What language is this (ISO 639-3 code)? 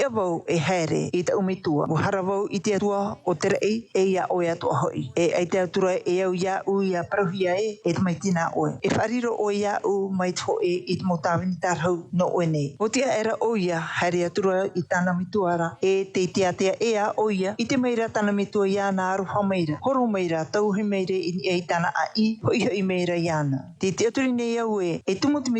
tah